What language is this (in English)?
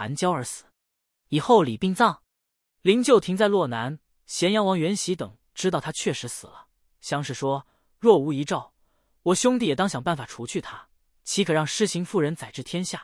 Chinese